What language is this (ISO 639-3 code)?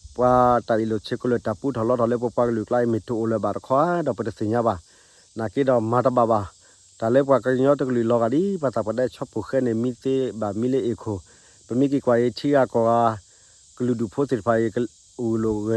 ksw